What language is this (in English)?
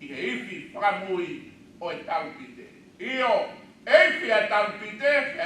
Tongan